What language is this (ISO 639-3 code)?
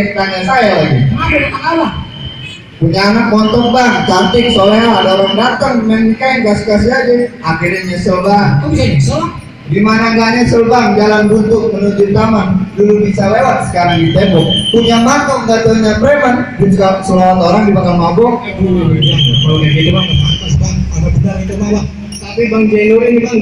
bew